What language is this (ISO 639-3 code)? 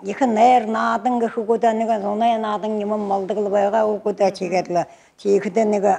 bua